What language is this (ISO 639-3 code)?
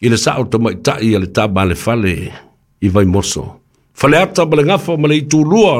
smo